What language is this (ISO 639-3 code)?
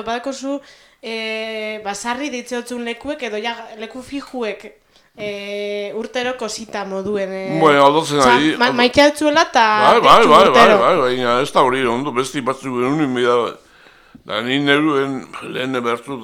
eus